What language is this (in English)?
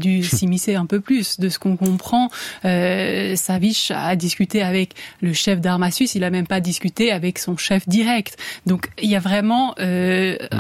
French